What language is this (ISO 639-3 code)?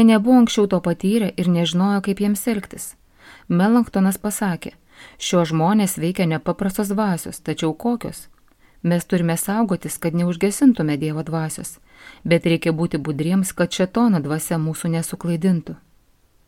lit